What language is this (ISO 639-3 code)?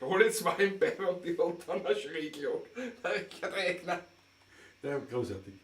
bar